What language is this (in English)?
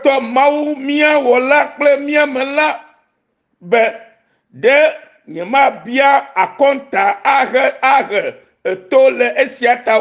Ewe